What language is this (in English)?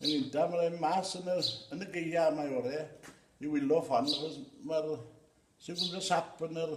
Welsh